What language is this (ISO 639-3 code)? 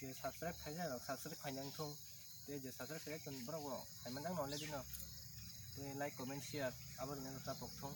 trp